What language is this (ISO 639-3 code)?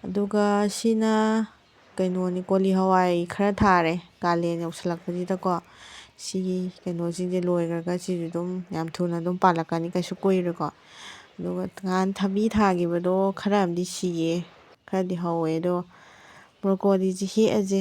mni